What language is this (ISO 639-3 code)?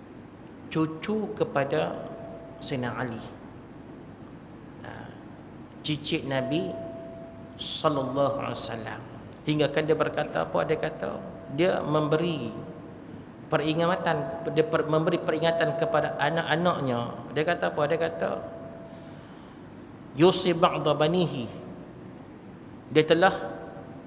msa